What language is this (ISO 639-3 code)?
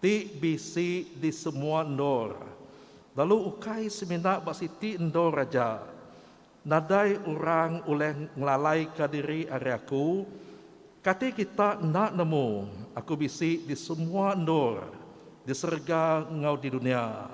iba